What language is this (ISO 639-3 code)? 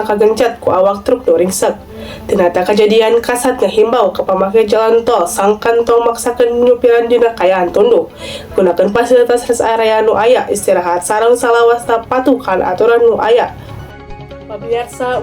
sun